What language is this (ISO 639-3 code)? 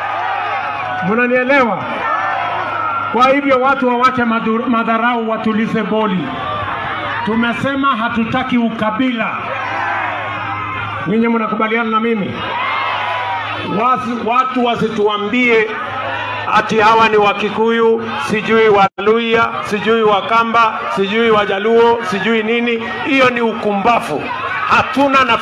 swa